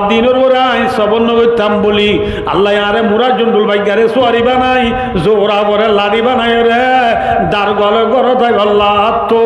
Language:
Rohingya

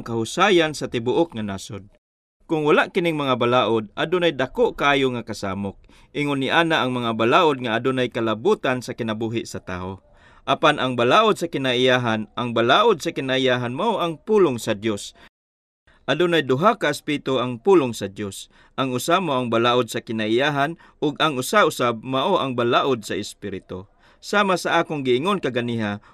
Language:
Cebuano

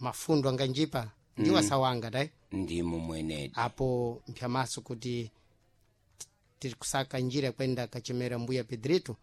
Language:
Sena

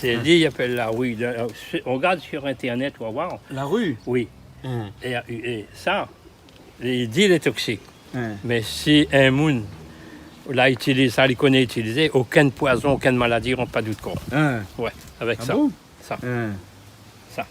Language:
Réunion Creole French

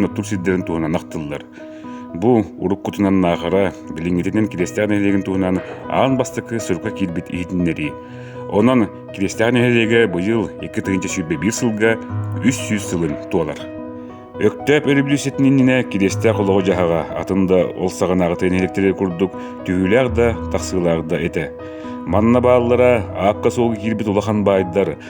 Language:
Yakut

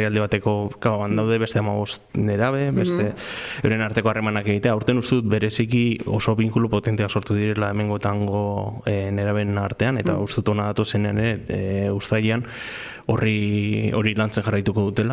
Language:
Basque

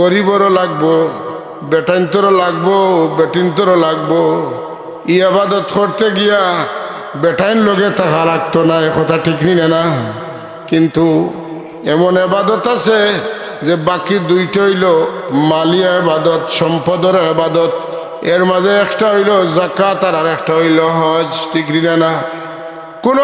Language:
Sylheti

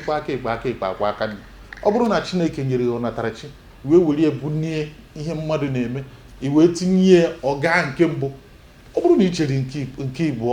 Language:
Igbo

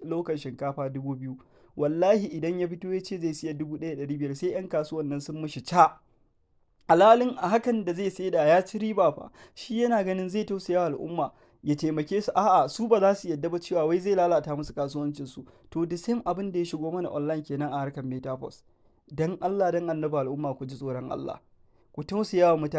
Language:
Hausa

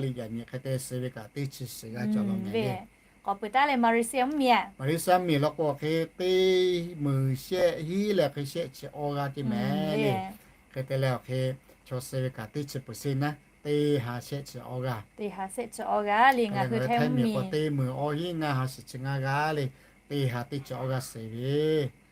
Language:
Lahu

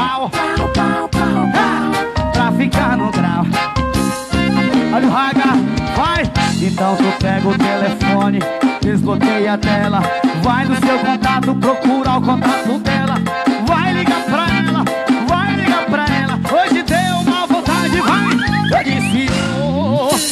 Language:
Portuguese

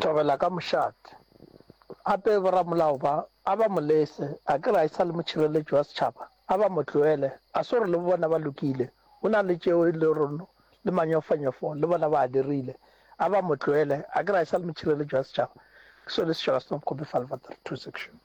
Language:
Northern Sotho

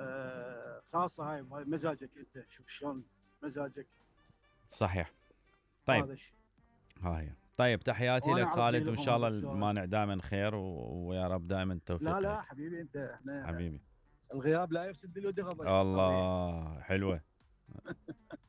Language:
Mesopotamian Arabic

